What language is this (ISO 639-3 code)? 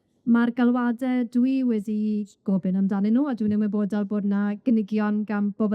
cym